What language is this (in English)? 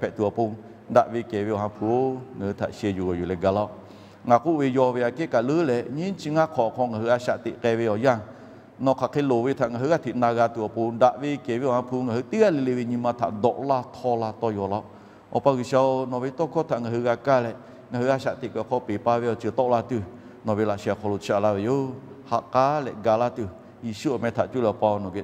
Lahu